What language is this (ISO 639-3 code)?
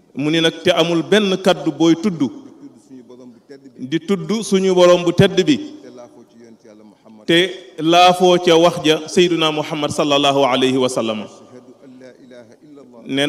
wol